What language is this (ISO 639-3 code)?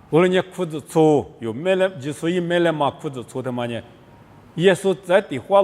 lis